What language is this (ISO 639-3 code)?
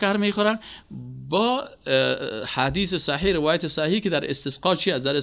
fas